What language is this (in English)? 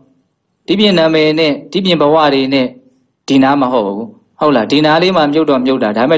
Burmese